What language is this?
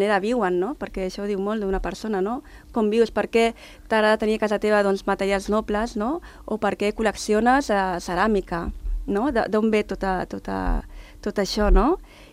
Catalan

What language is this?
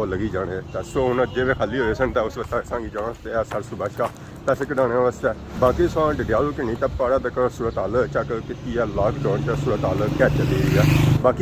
Pahari-Potwari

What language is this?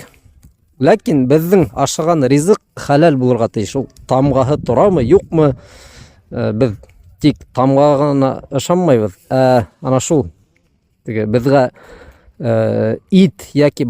Bashkir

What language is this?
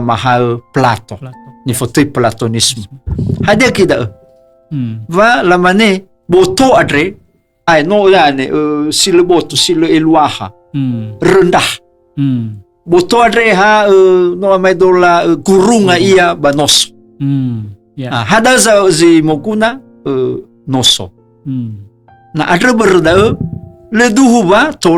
Nias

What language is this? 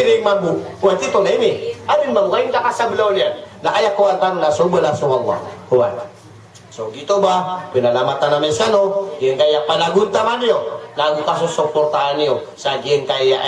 Maranao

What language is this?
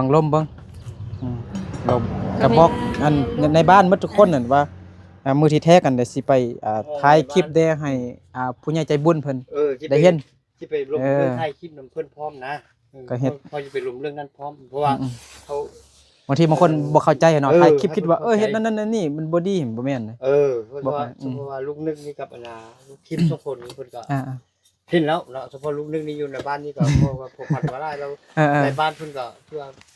Lao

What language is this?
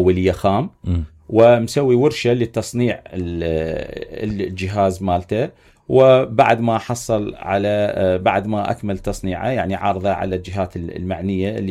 Mesopotamian Arabic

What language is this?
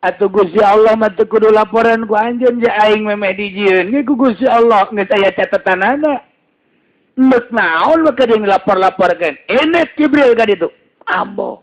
Sundanese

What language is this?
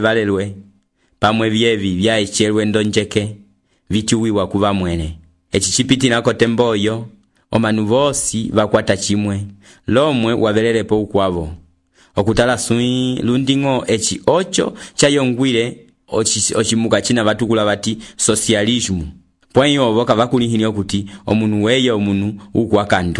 Umbundu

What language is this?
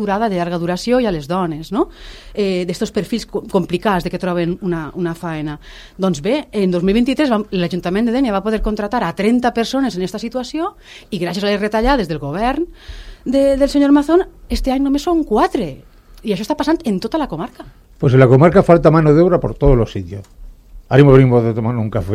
Catalan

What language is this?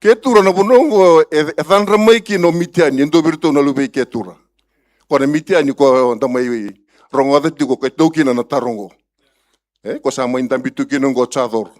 Fijian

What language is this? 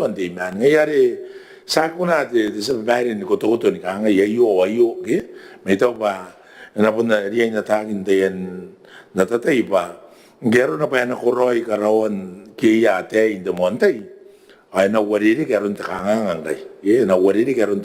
Gilbertese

